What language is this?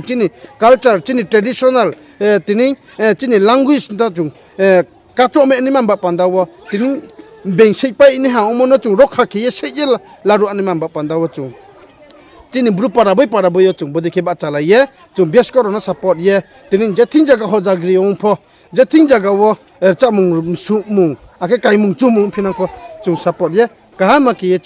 Riang (India)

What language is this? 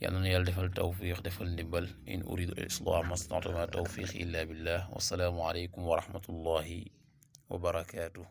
Wolof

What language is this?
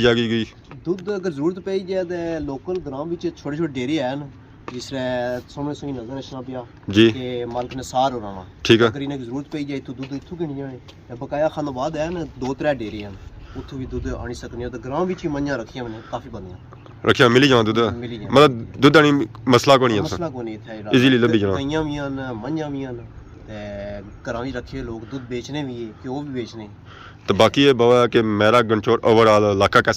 Pahari-Potwari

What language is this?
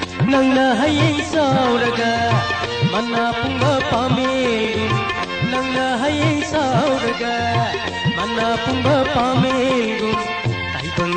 Manipuri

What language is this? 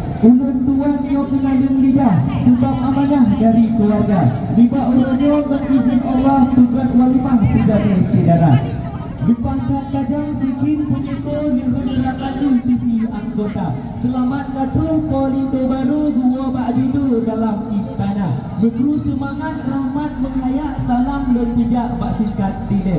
Achinese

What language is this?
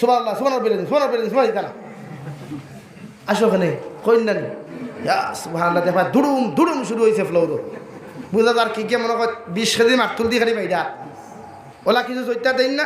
Sylheti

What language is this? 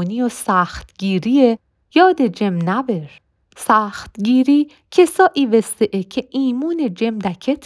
Mazanderani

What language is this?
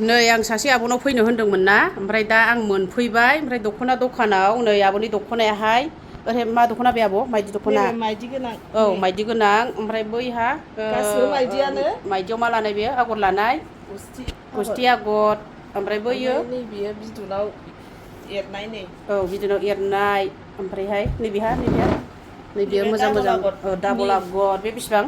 Bodo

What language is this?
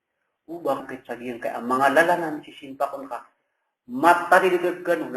Maranao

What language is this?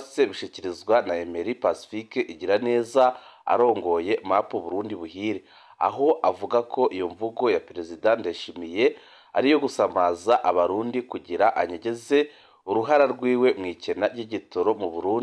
Rundi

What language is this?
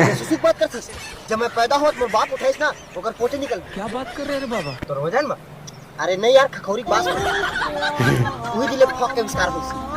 Chhattisgarhi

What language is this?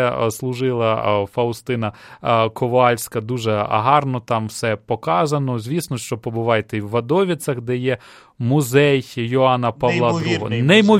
Ukrainian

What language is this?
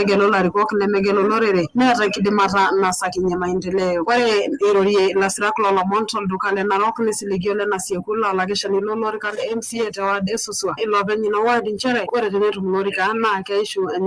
Masai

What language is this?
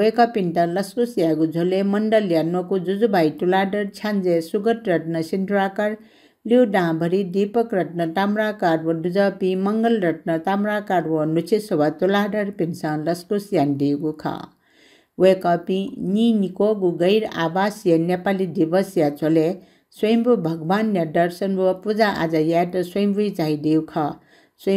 Newari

